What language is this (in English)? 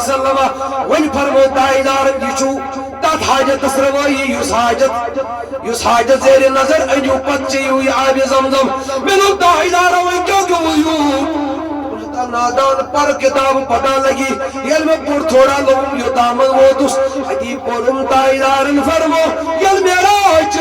Kashmiri